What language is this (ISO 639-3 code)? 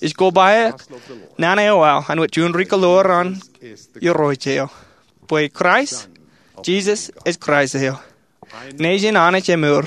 mah